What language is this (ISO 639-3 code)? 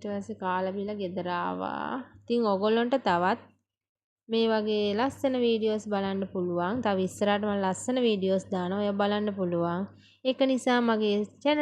sin